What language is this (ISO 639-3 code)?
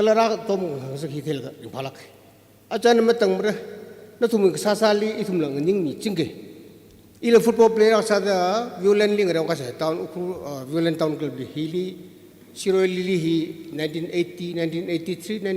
nmf